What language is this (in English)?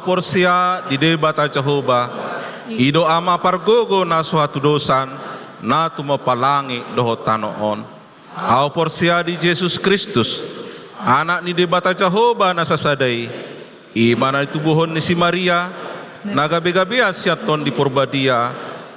Batak Toba